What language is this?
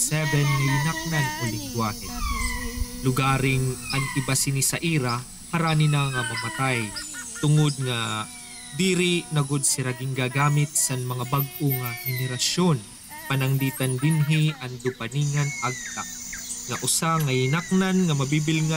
Waray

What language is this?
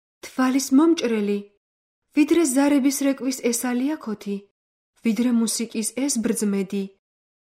Georgian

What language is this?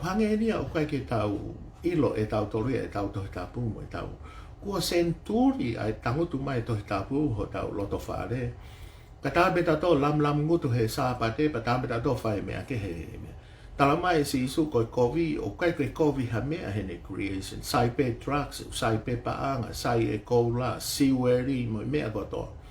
Tongan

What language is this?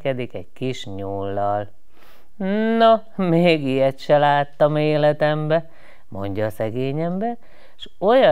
Hungarian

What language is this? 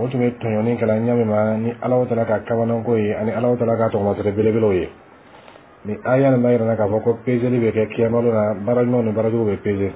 Bambara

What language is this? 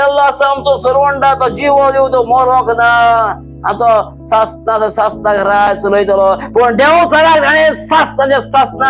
Konkani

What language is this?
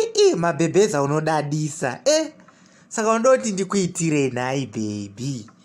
Shona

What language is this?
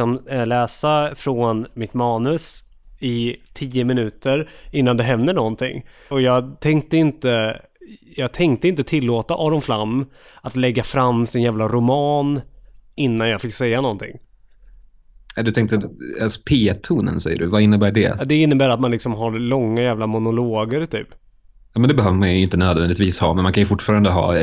Swedish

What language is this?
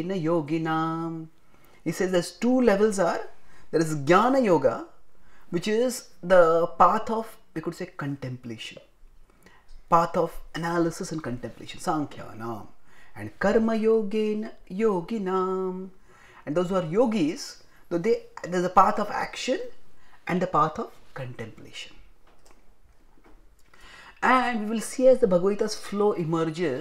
English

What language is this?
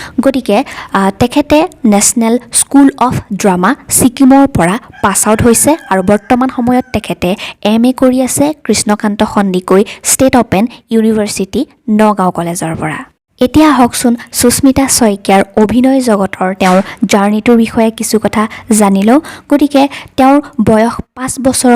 Assamese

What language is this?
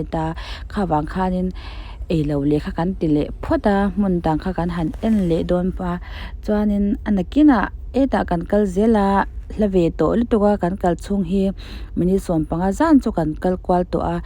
Mizo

